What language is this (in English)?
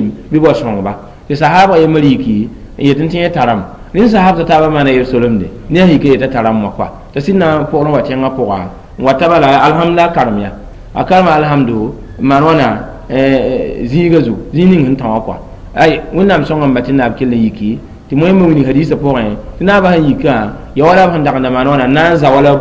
Mossi